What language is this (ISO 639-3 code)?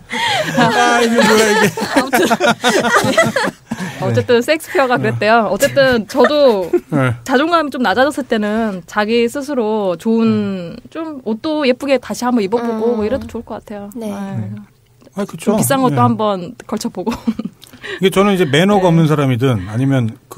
kor